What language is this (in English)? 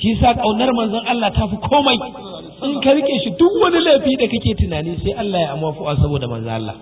Hausa